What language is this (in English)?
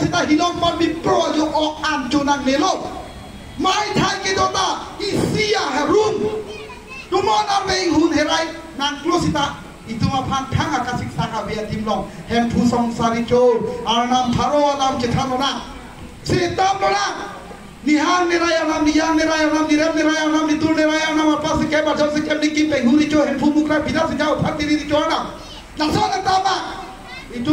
Karbi